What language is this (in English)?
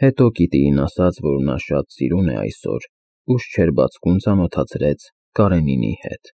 Armenian